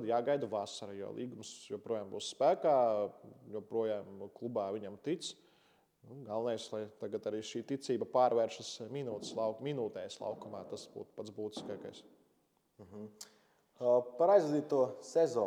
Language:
Latvian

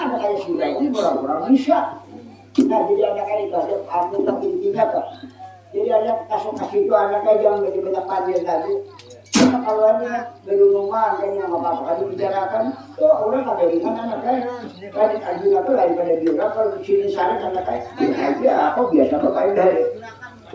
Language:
Banjar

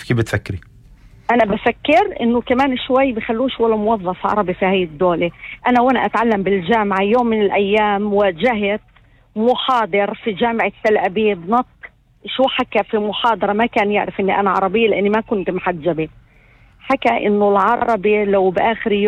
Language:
North Levantine Arabic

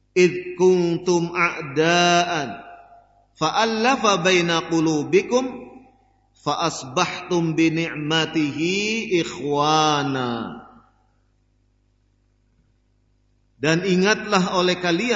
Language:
Indonesian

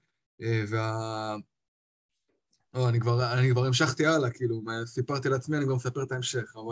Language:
Hebrew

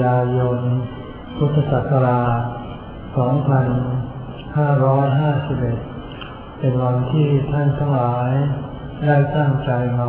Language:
Thai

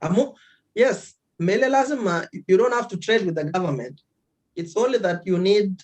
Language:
Kalenjin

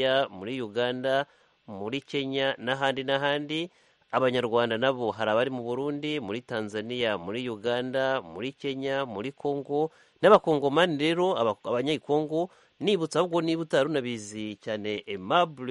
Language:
Kinyarwanda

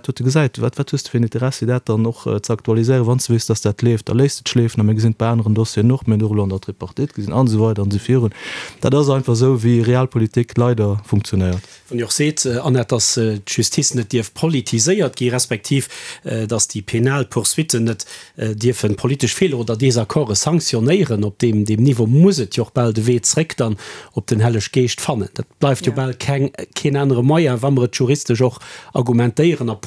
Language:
Luxembourgish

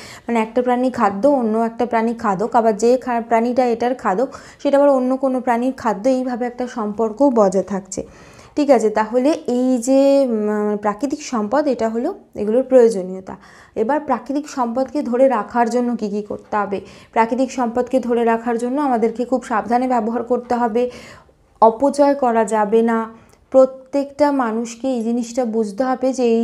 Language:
Bangla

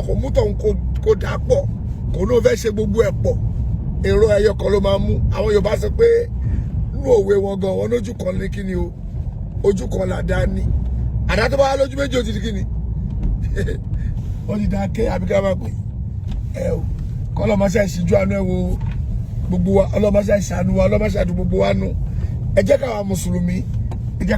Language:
Yoruba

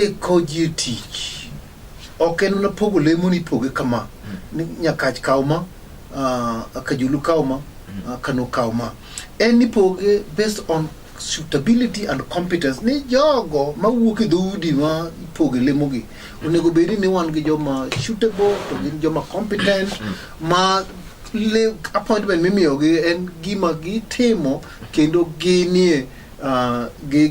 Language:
Luo (Kenya and Tanzania)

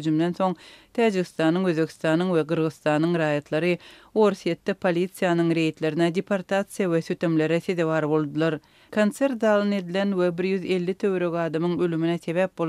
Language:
Turkmen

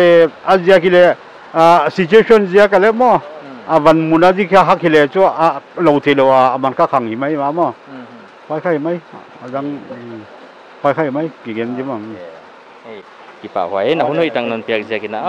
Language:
Paite Chin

